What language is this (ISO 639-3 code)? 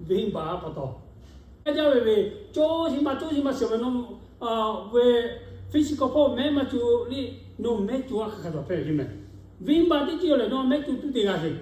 lhu